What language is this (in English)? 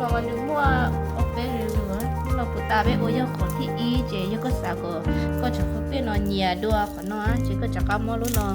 Hmong